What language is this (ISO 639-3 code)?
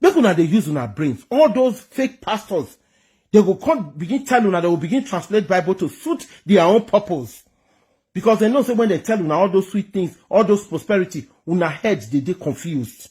pcm